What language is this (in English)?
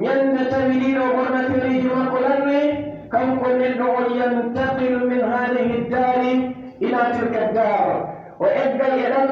Pular